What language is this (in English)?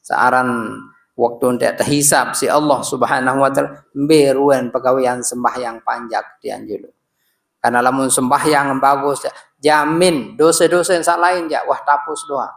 Sasak